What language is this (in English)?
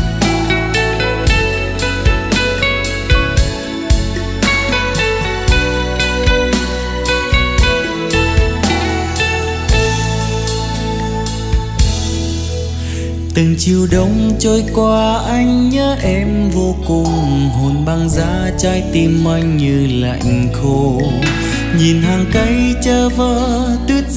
Vietnamese